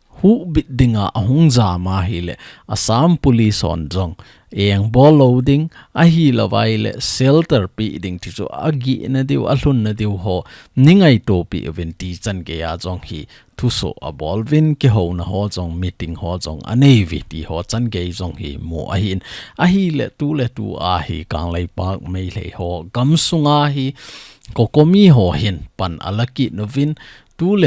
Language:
Thado Chin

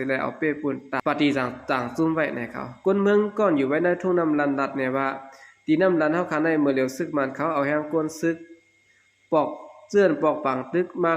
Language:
Shan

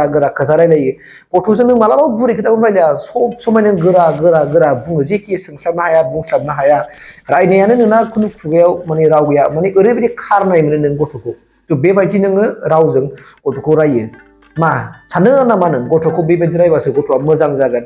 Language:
Bodo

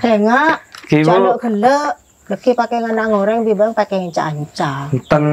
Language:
Madurese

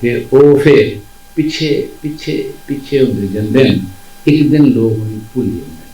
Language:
Dogri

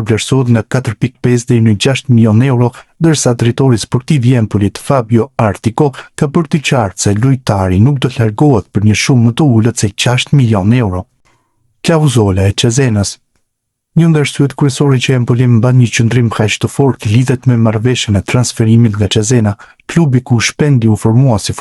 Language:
Albanian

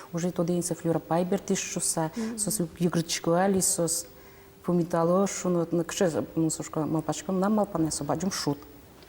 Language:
Udmurt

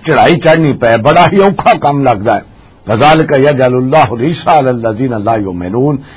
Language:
Western Panjabi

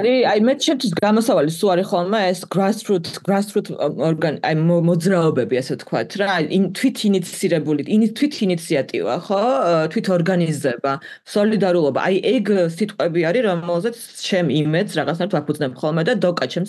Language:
Georgian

